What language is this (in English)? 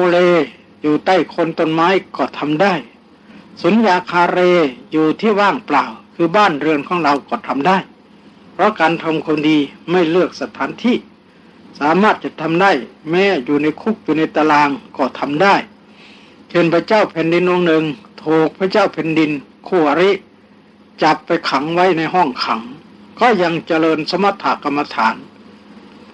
Thai